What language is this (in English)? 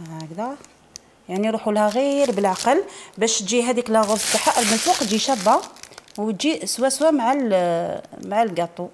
Algerian Arabic